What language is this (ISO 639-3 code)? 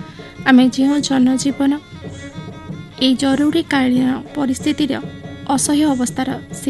ori